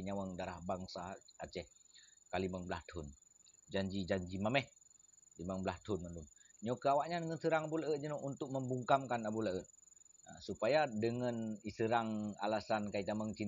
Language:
Achinese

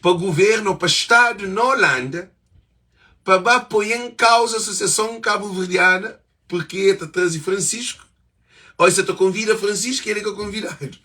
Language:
Kabuverdianu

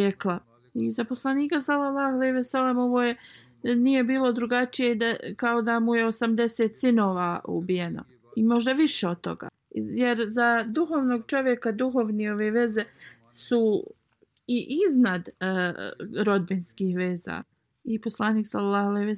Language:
Bosnian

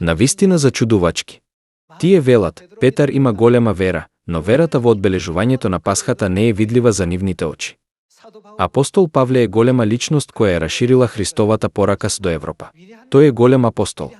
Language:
Macedonian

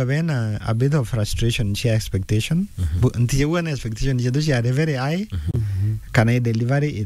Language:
Meru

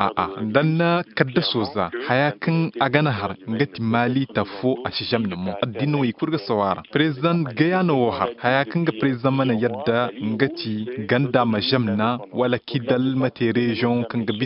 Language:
Koyraboro Senni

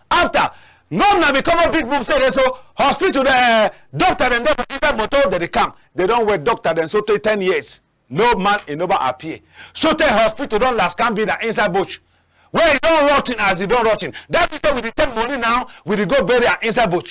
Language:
Cameroon Pidgin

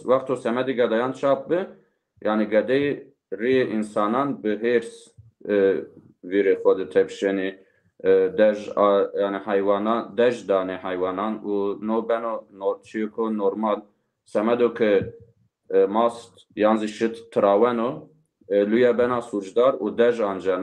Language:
Zaza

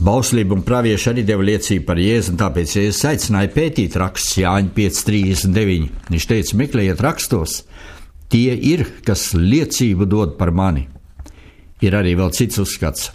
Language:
Latvian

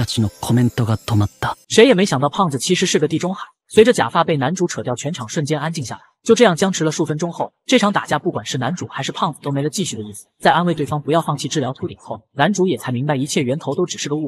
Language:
Chinese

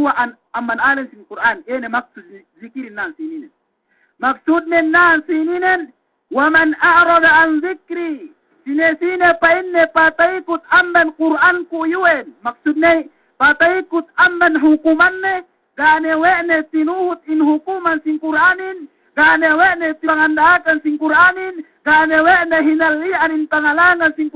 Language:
Yakan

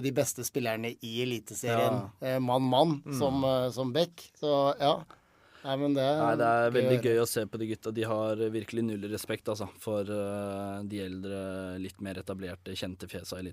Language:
Norwegian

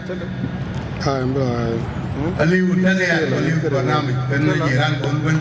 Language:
Dinka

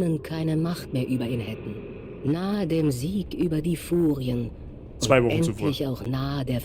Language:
Bavarian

